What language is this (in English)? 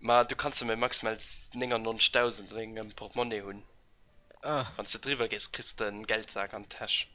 Luxembourgish